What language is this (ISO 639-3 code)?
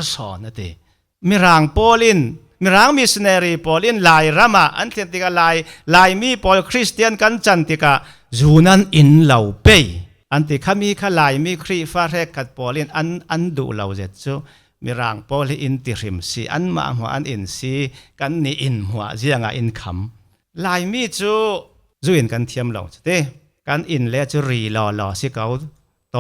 cfm